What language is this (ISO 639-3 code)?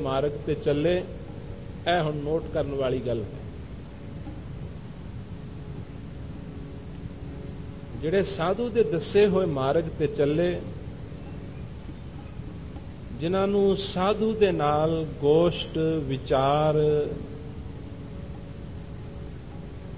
pan